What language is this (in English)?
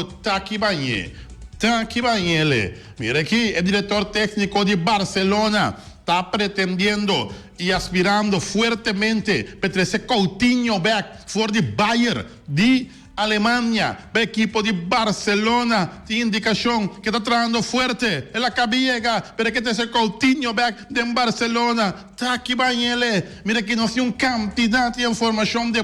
Papiamento